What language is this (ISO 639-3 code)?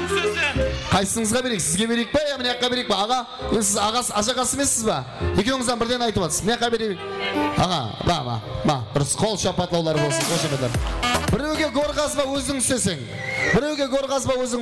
kaa